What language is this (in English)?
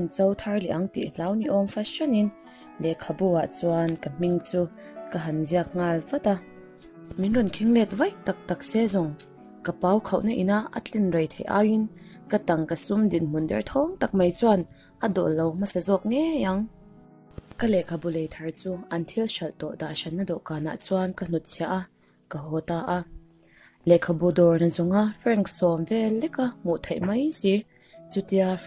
Mizo